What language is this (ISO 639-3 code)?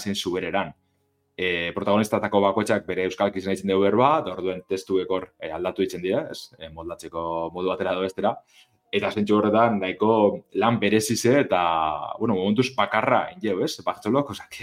eus